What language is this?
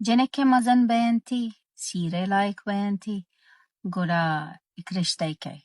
Baluchi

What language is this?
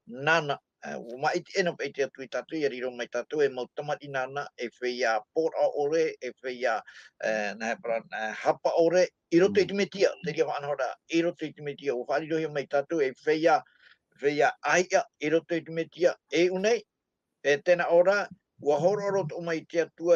Tahitian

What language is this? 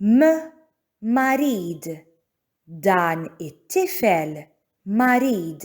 Maltese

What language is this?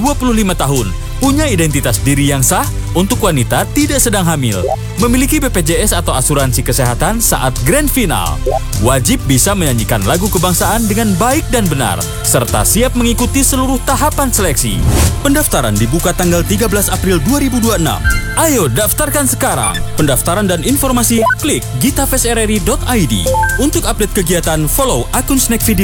Indonesian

